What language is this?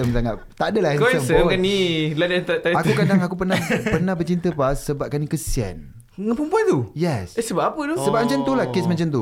Malay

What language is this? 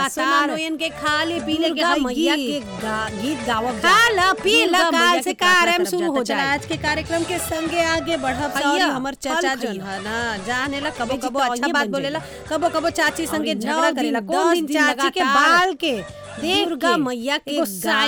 Bhojpuri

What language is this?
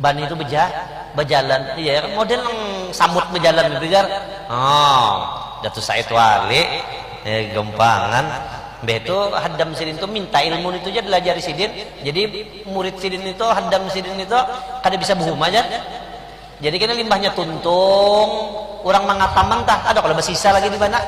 Banjar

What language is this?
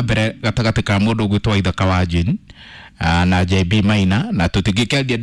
Kikuyu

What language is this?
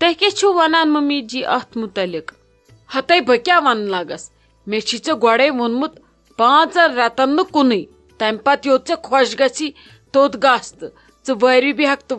Kashmiri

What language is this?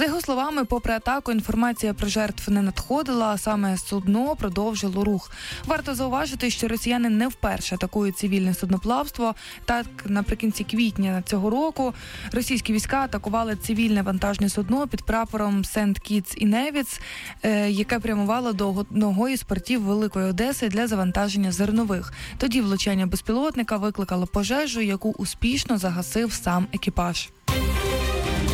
Ukrainian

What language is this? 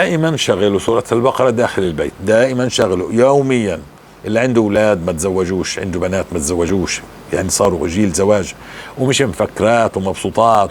North Levantine Arabic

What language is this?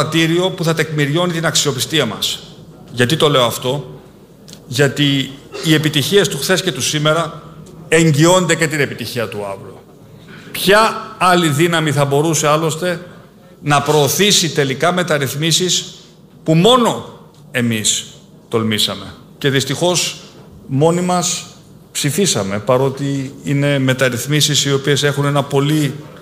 Greek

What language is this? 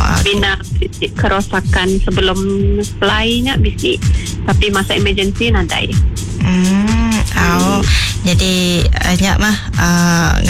Iban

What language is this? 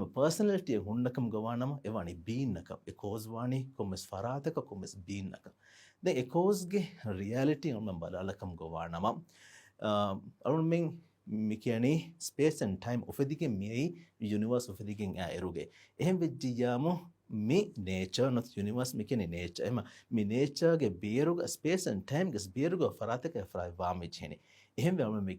Divehi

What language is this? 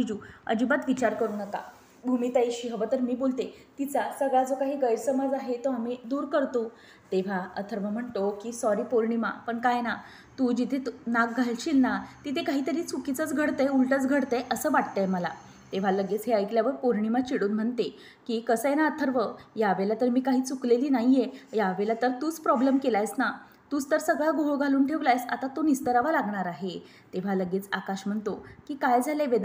Marathi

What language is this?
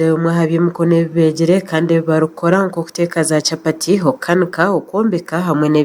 Nyankole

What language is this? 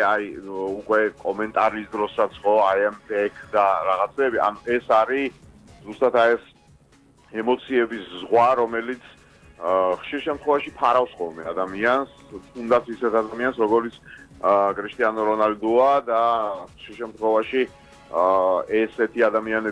Georgian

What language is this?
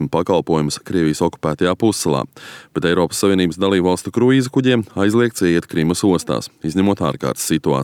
Latvian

